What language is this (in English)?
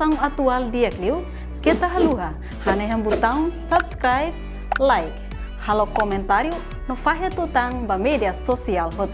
Tetum